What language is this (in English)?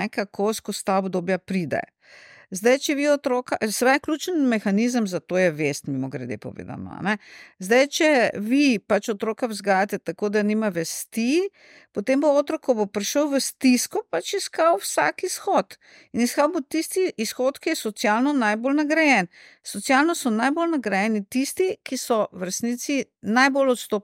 Slovenian